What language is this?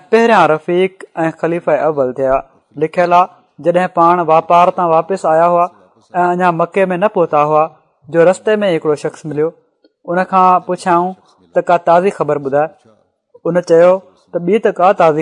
Sindhi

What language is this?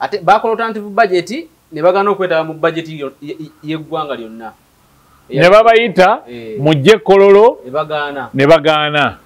Ganda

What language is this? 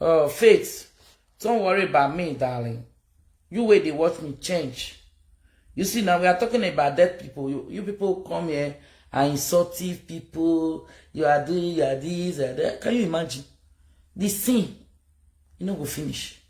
Nigerian Pidgin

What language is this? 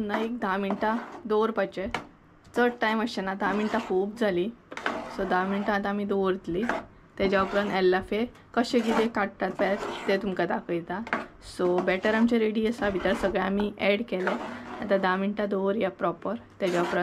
Konkani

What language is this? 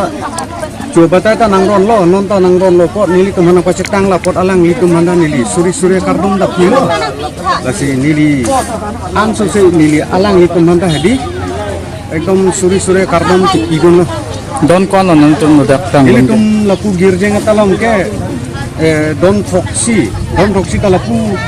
Karbi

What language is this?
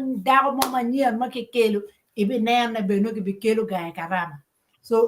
Acoli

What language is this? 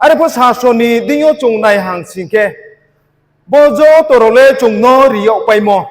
Riang (India)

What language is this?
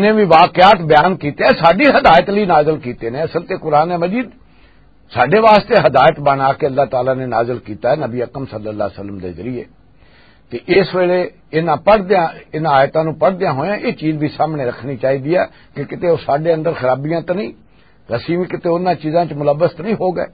Western Panjabi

